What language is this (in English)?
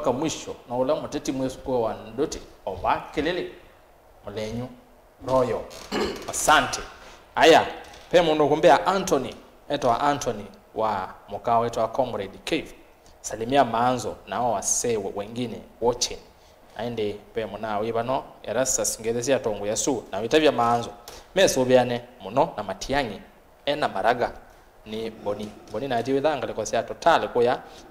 Kamba